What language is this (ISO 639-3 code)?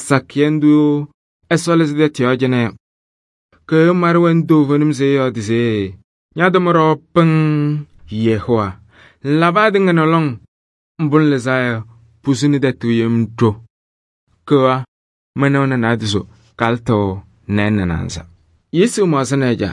kbp